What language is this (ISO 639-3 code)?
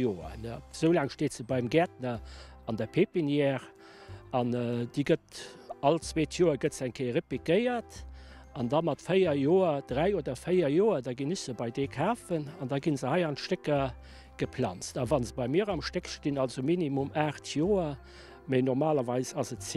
ltz